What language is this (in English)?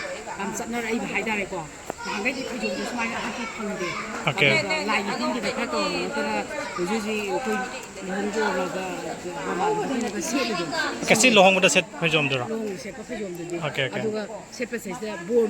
Manipuri